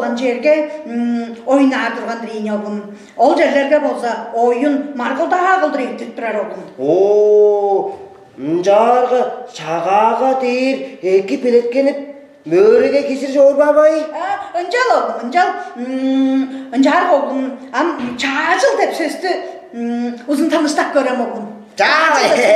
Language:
Tuvinian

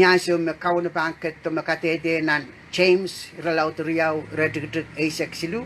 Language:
Pohnpeian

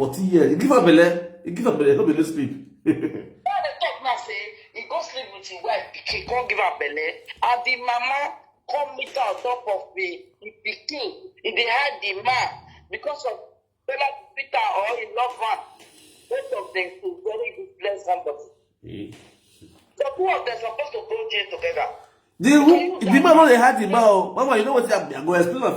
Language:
Nigerian Pidgin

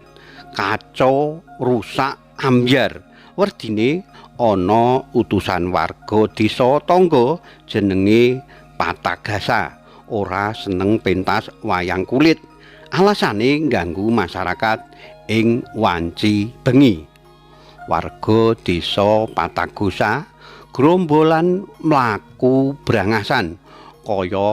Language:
Javanese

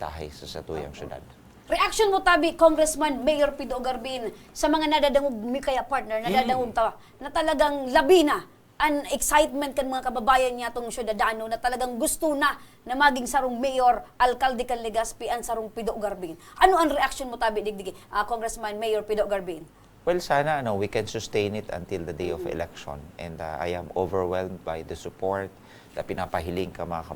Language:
Bikol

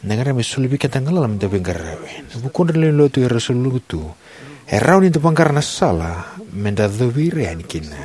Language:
Fijian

